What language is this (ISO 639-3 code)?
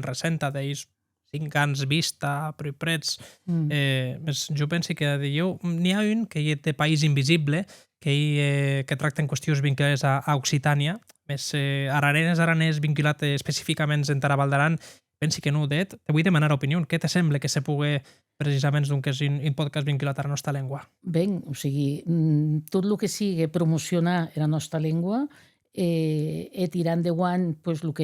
oci